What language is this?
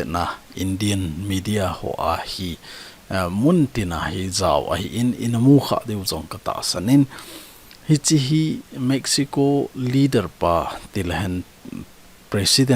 Thado Chin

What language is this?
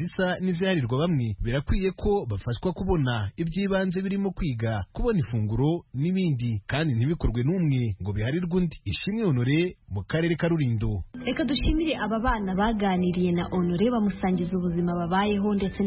Kinyarwanda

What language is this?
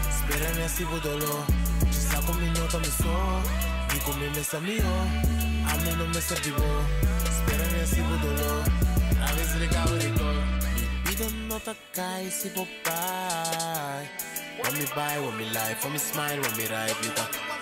Papiamento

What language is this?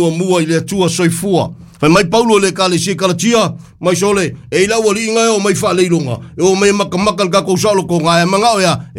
Samoan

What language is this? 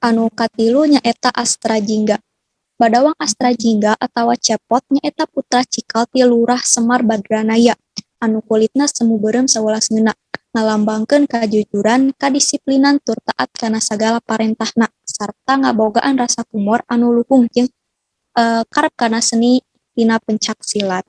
Sundanese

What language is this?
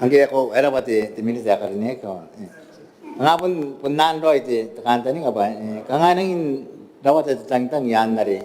Gilbertese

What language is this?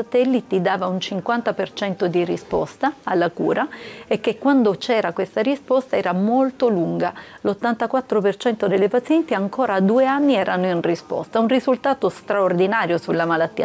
Italian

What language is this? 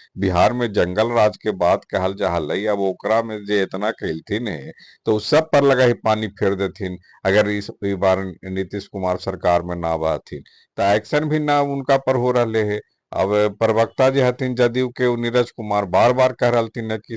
Magahi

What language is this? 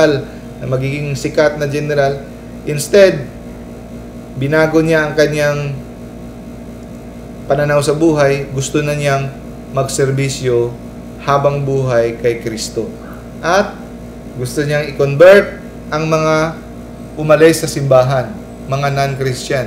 Filipino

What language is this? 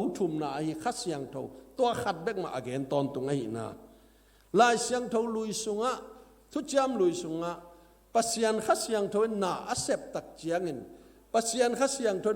Tedim Chin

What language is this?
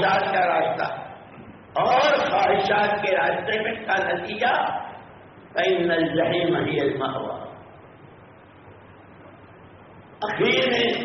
Urdu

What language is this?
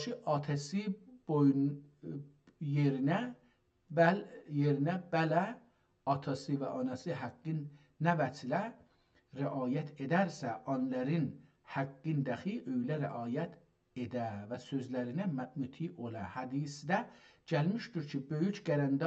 South Azerbaijani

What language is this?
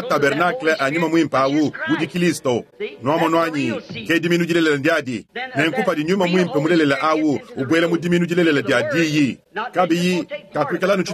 Luba-Lulua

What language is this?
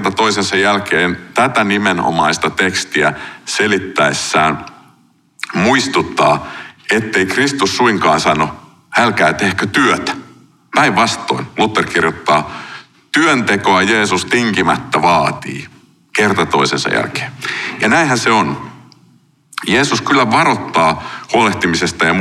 Finnish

